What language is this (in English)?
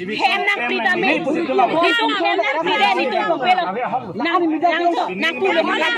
Karbi